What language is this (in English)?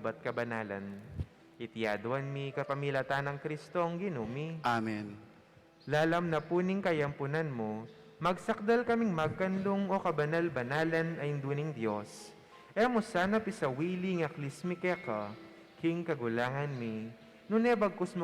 Pampanga